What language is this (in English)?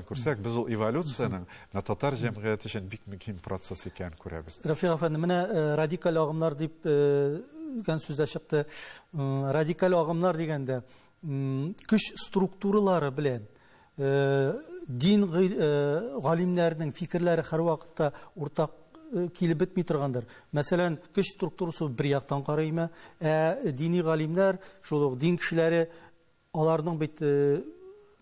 Tatar